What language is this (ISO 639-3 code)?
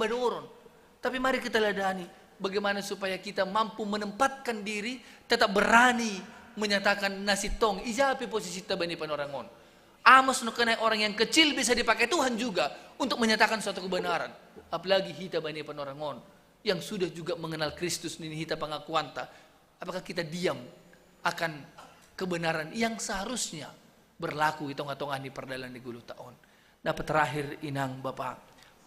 bts